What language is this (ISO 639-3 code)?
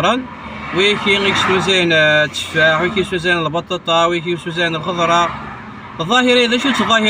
kab